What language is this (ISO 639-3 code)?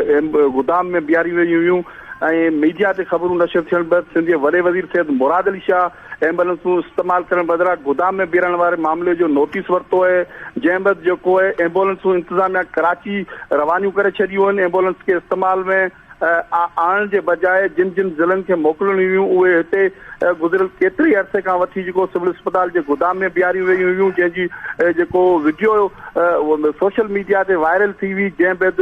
snd